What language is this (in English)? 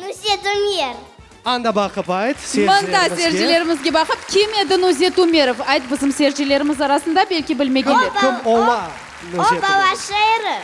Crimean Tatar